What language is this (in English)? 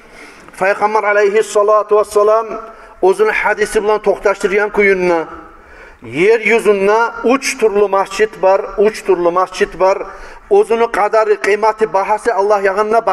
Kumyk